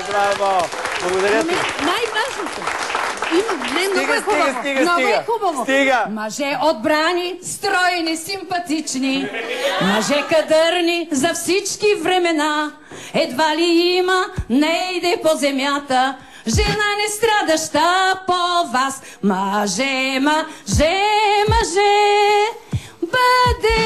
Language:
Bulgarian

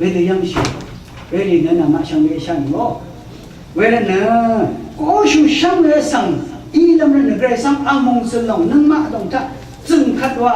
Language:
Rawang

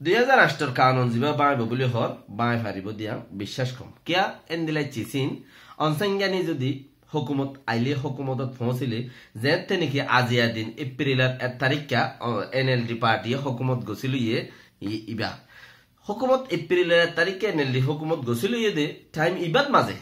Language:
Rohingya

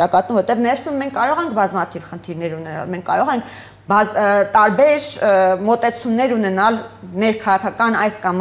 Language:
Armenian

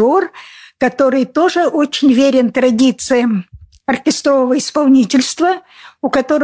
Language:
Russian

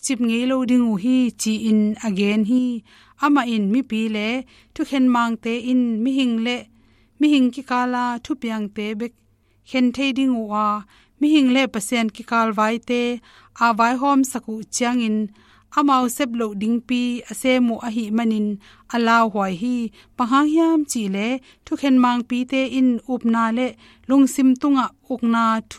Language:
Tedim Chin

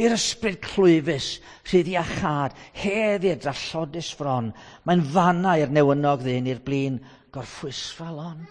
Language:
Welsh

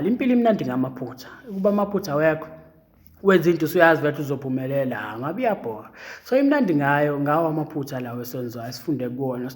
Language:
Zulu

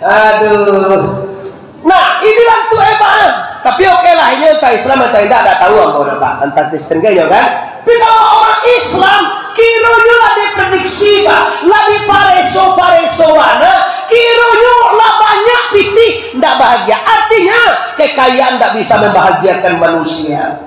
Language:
Minangkabau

